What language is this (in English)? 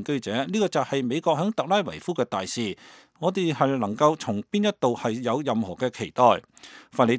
Cantonese